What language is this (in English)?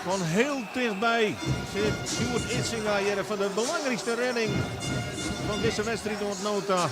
Western Frisian